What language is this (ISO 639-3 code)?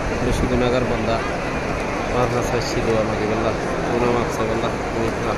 rhg